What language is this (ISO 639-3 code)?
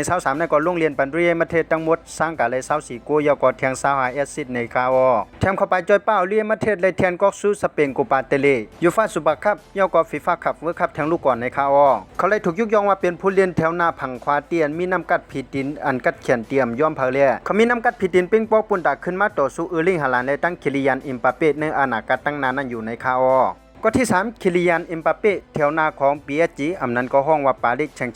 shn